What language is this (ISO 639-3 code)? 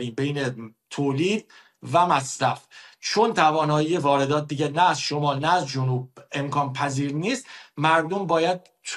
fas